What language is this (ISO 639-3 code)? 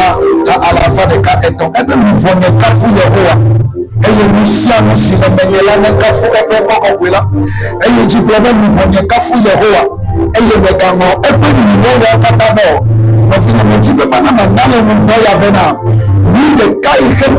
ewe